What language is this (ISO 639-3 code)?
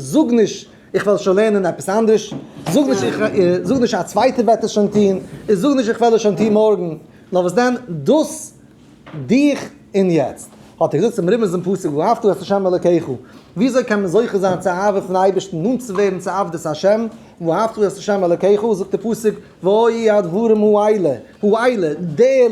yid